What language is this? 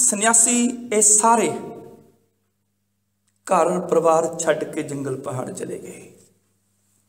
Punjabi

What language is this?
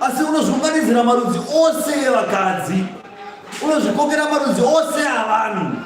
Shona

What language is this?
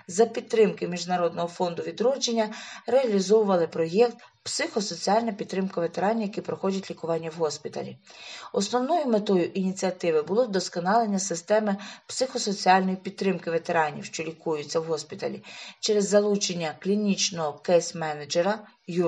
Ukrainian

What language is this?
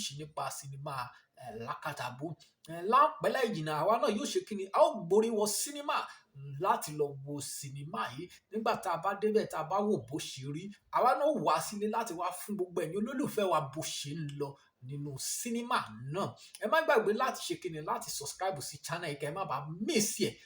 Yoruba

